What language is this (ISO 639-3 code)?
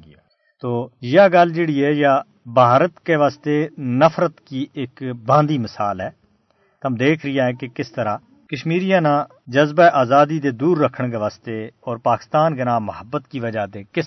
gju